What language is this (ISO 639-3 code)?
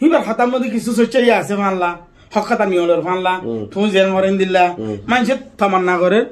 rhg